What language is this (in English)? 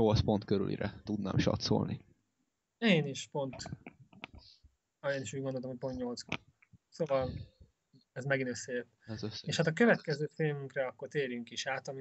Hungarian